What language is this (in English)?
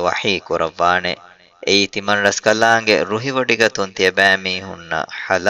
Divehi